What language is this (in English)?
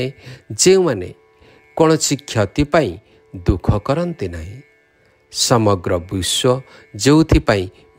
Odia